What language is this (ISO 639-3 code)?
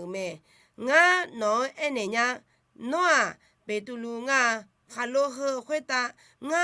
ahk